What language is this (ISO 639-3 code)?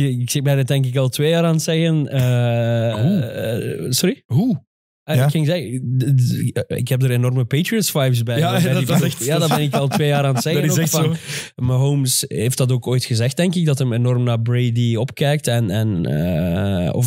nld